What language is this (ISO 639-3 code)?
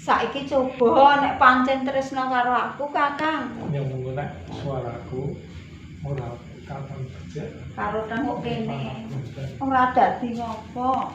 jav